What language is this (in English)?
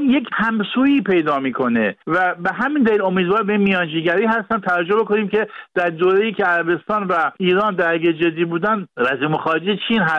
Persian